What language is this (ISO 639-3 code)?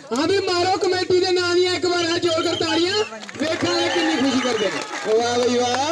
doi